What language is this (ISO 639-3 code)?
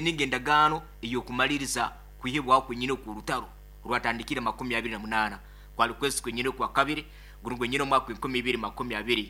nyn